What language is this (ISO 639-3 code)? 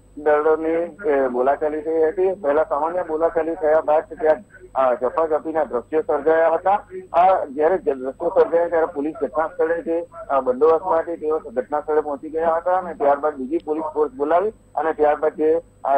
guj